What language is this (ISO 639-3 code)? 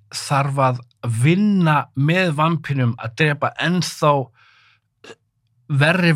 isl